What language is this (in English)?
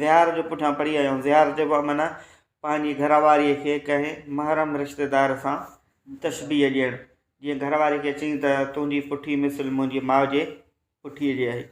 Sindhi